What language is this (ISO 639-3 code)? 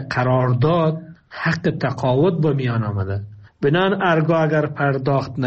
fas